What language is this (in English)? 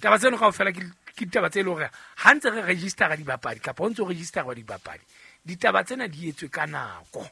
Southern Sotho